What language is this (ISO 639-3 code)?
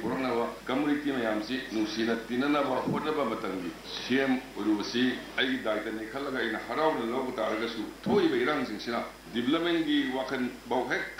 mni